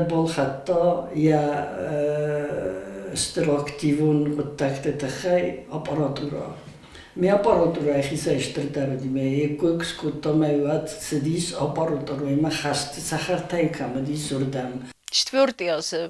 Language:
Ossetic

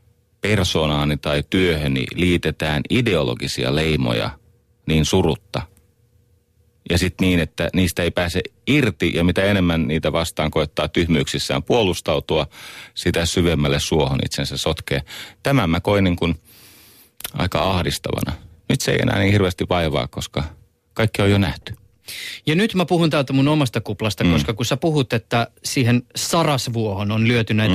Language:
Finnish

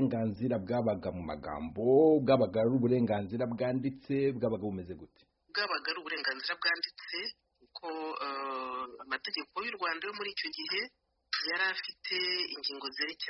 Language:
Kinyarwanda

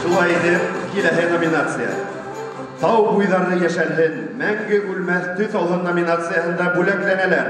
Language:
Bashkir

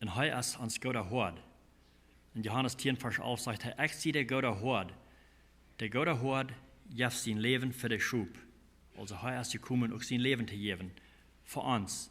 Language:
Plautdietsch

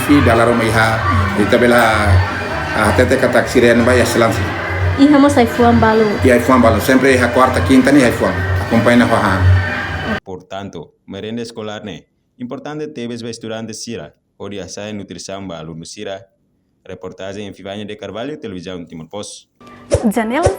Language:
Tetum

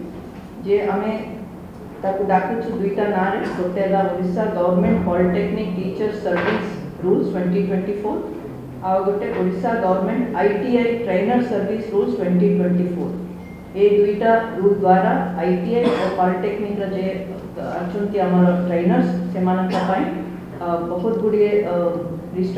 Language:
Odia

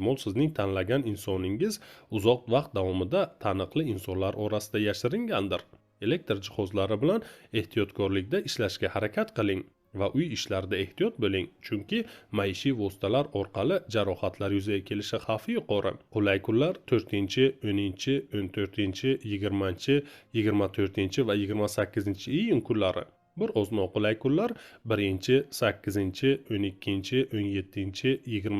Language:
Uzbek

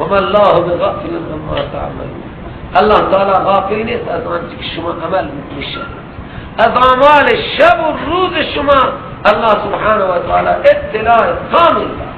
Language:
Persian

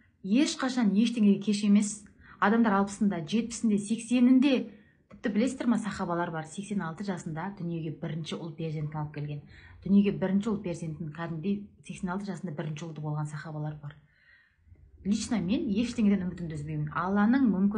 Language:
Kazakh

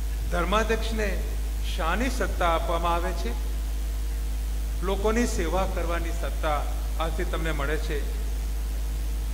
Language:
Gujarati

